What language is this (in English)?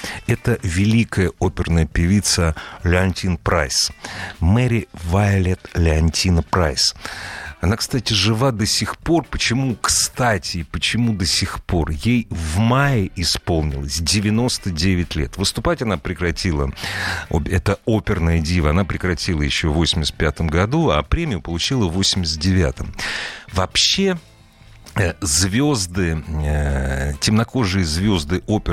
Russian